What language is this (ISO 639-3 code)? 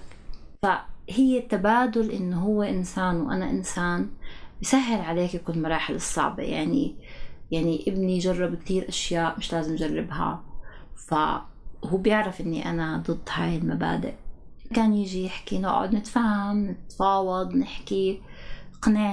apc